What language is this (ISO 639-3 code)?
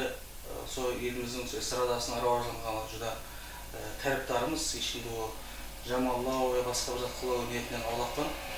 kaa